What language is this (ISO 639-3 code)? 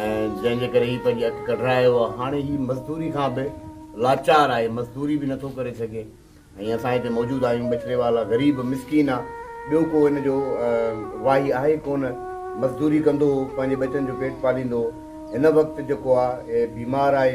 snd